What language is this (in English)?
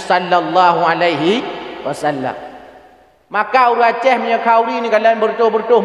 Achinese